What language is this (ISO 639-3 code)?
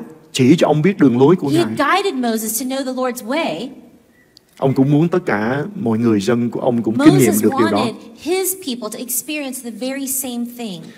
vie